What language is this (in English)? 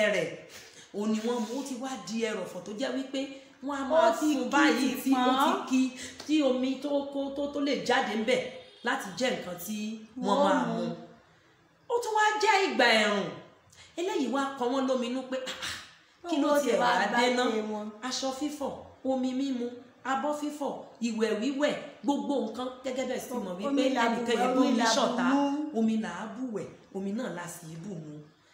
Yoruba